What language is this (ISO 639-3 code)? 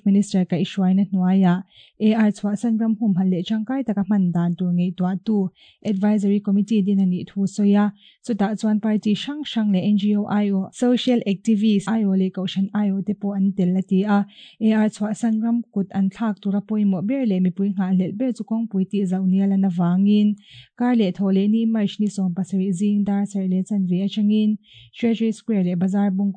lus